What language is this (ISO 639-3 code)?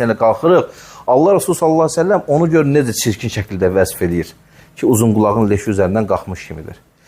aze